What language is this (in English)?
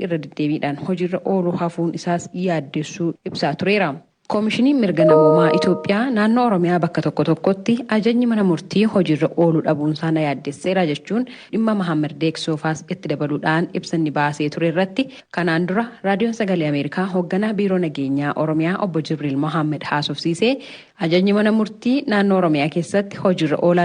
Oromo